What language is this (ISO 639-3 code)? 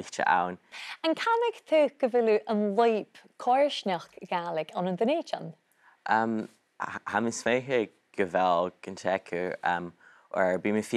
gla